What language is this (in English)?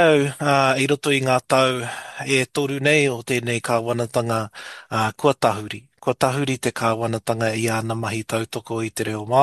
Māori